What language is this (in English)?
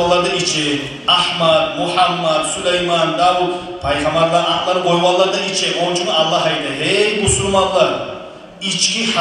Kumyk